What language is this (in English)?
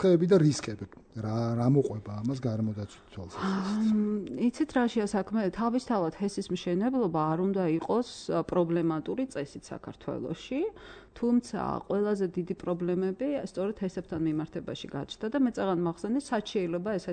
Georgian